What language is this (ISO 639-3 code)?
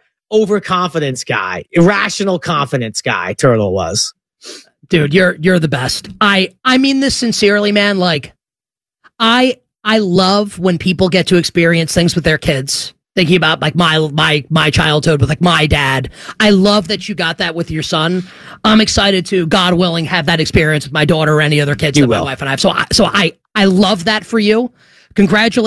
eng